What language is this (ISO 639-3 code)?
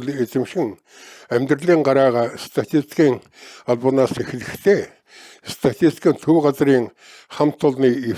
mon